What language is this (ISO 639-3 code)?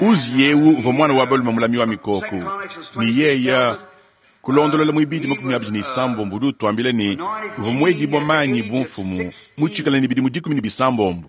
lua